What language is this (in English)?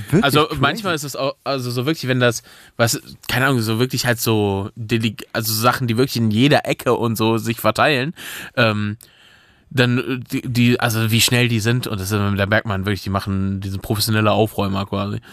German